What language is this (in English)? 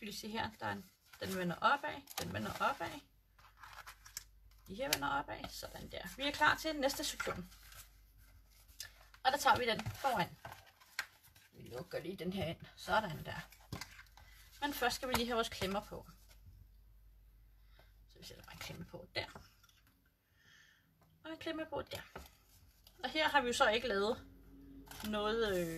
Danish